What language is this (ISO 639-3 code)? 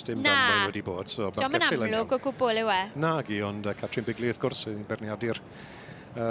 cym